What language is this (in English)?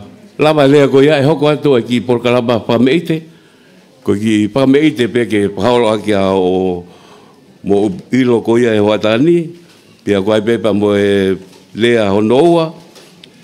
Tongan